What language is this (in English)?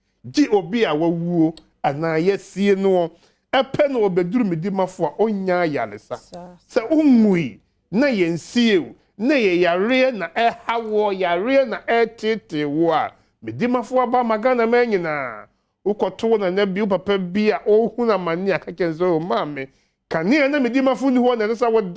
Akan